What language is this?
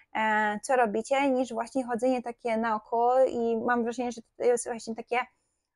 Polish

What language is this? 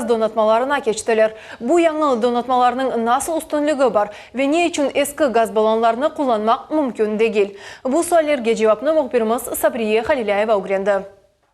Crimean Tatar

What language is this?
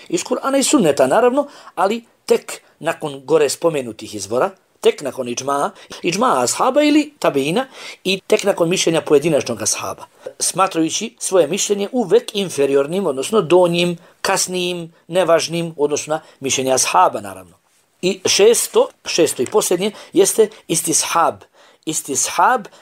Bosnian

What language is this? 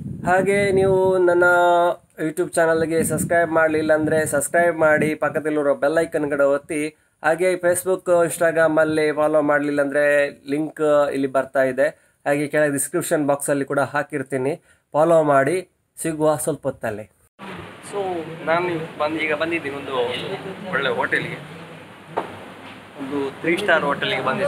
Kannada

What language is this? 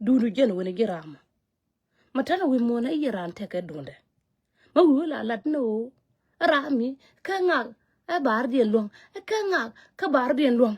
Nuer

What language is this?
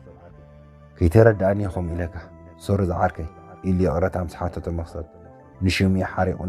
Tigrinya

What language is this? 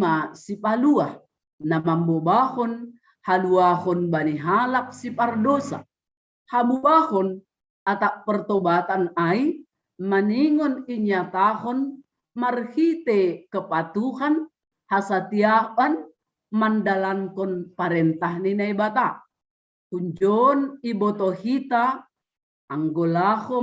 Batak Simalungun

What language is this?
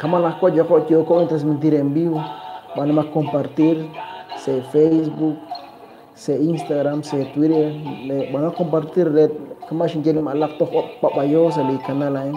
Kekchí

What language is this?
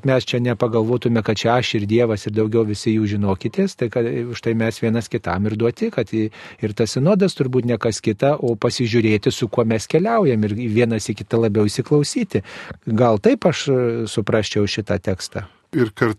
Lithuanian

